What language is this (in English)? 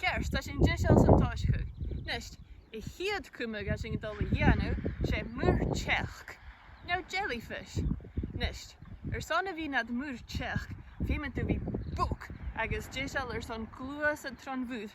Scottish Gaelic